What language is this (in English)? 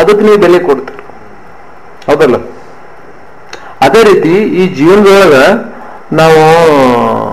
Kannada